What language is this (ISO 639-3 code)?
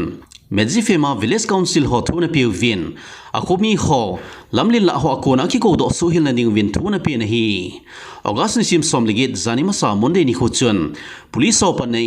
tcz